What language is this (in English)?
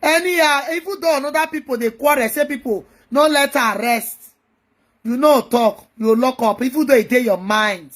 Nigerian Pidgin